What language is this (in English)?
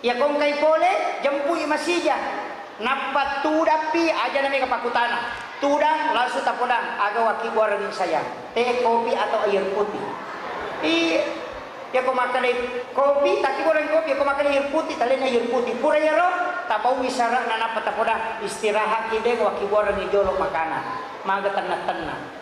Buginese